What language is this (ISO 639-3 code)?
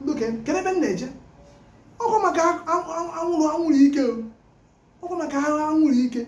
ibo